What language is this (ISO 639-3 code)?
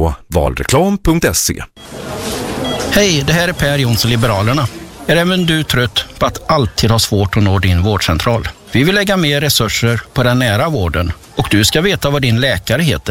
swe